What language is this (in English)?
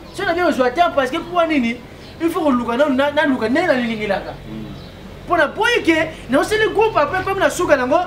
Lingala